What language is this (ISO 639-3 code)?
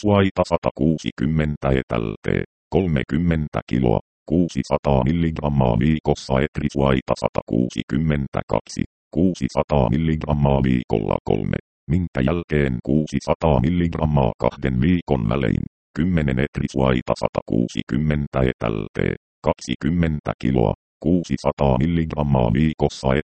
fin